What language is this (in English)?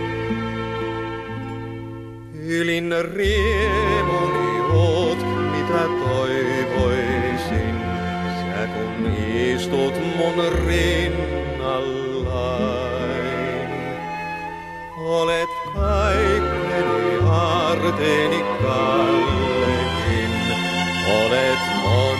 Finnish